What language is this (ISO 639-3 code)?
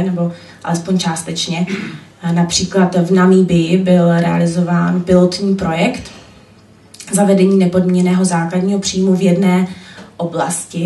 ces